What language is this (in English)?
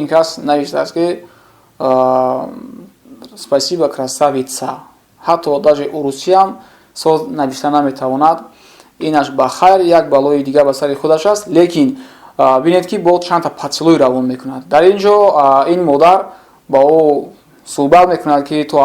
Tajik